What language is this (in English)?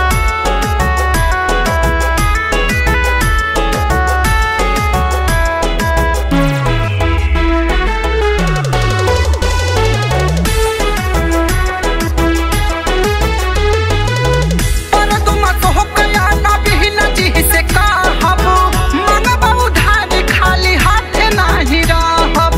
Bhojpuri